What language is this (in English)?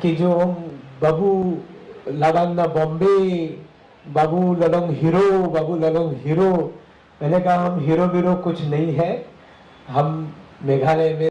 Khasi